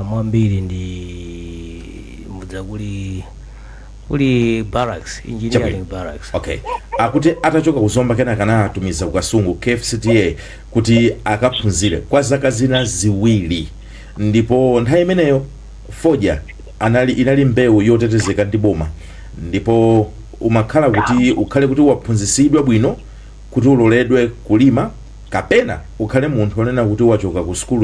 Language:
Nyanja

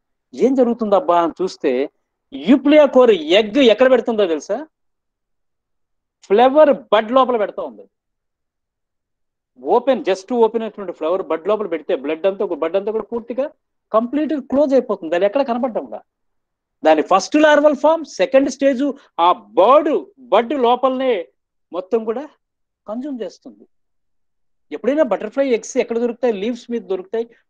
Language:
Telugu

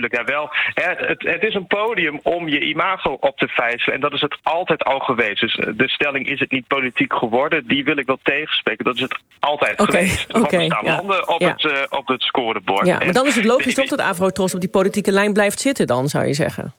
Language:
Dutch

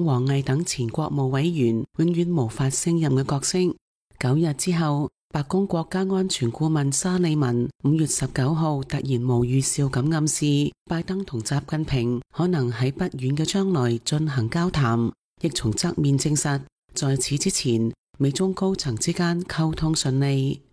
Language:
Cantonese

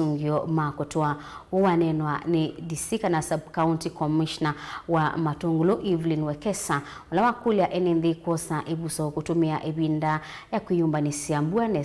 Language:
Kamba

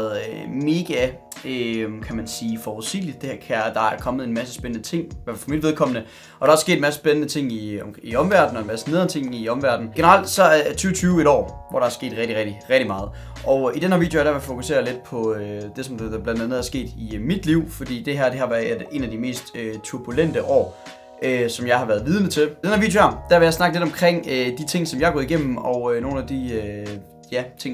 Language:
Danish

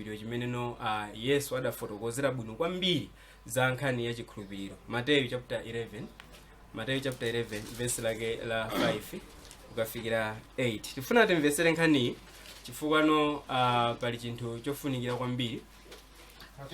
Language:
Nyanja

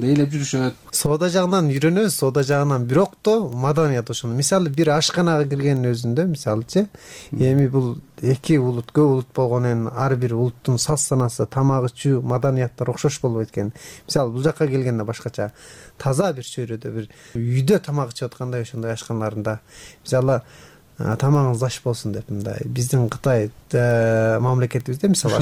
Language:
Kyrgyz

